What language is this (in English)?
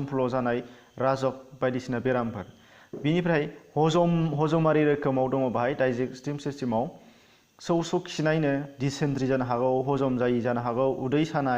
Bodo